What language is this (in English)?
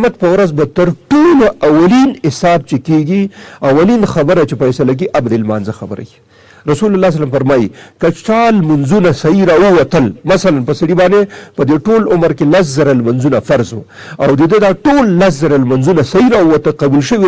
Pashto